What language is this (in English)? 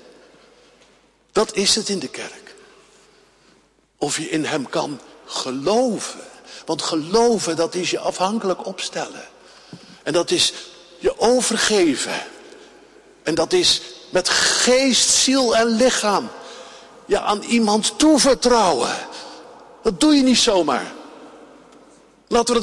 Dutch